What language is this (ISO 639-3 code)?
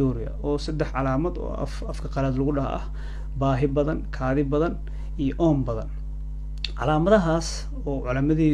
som